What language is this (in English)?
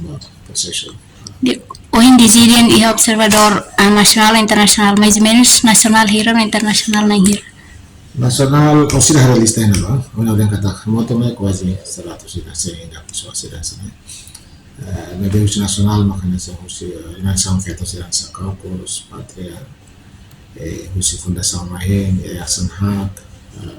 Tetum